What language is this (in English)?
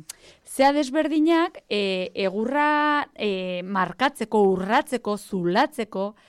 Basque